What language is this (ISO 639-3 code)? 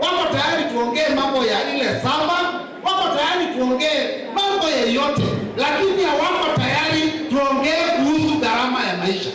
kam